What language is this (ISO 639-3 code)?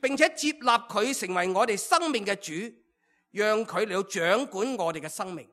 yue